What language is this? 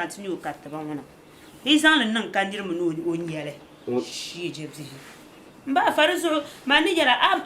Dagbani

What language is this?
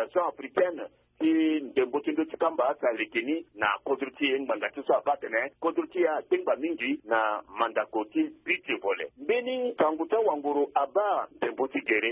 Sango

